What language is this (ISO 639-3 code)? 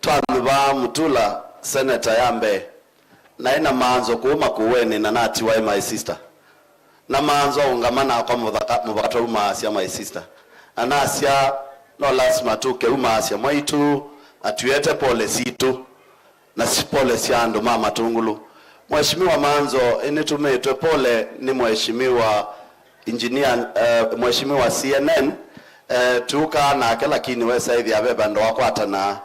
kam